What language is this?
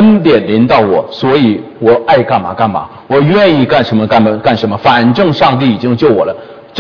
Chinese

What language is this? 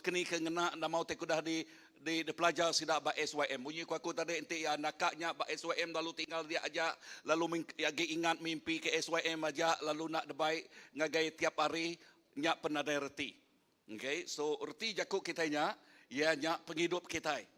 Iban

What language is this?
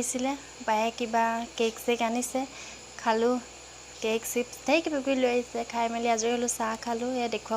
Assamese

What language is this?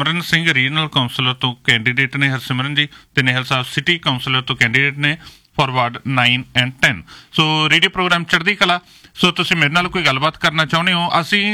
Punjabi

